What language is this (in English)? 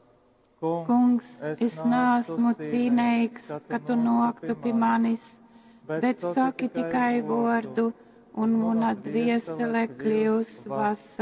Latgalian